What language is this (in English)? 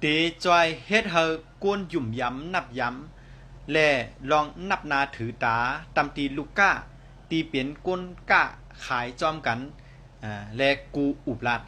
Shan